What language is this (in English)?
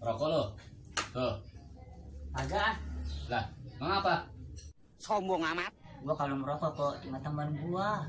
Betawi